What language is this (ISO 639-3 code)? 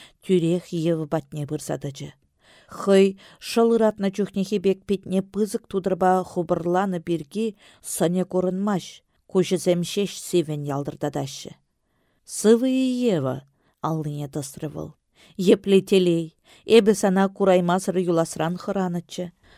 chv